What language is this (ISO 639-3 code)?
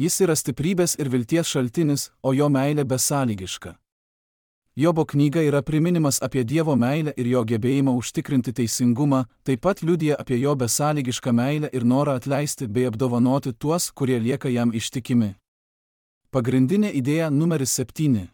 lit